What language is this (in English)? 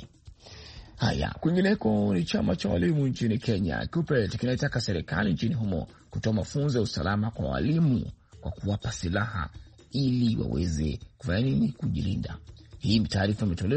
Swahili